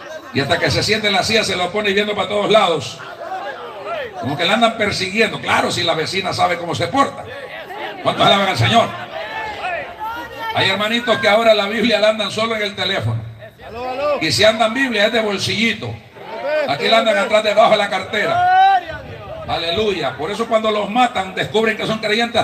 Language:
Spanish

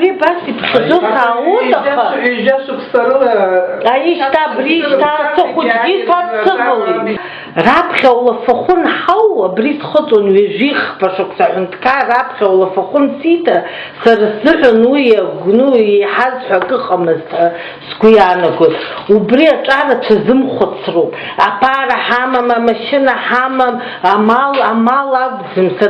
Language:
Abkhazian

